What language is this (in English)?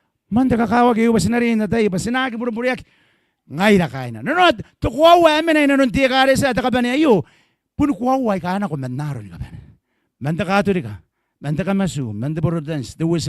Gilbertese